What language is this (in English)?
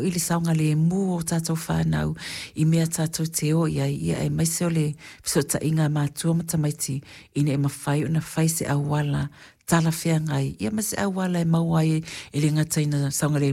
Samoan